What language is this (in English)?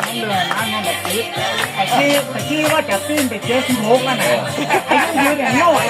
Lao